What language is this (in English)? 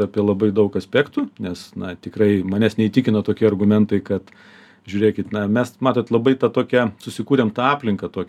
Lithuanian